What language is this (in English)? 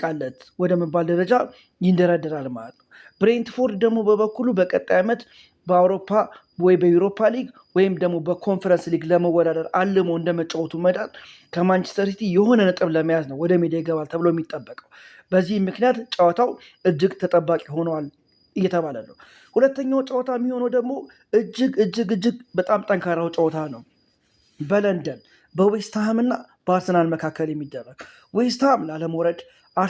Amharic